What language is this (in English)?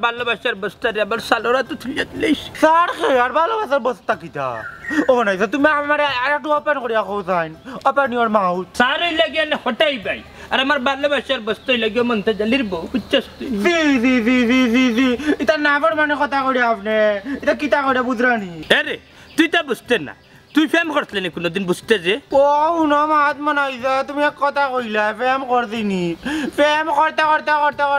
Sylheti